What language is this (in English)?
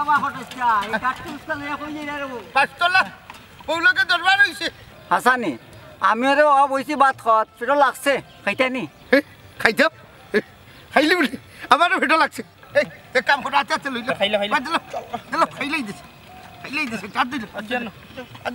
Sylheti